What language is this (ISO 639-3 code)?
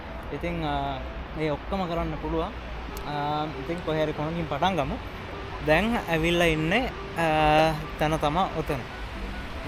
sin